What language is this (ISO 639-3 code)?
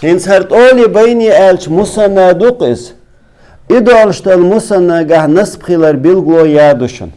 che